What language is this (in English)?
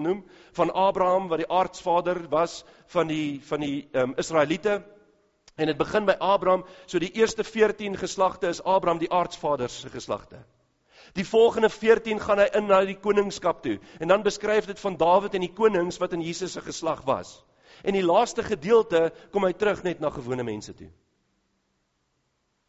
Afrikaans